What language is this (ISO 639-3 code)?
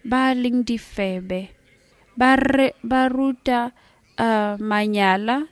sot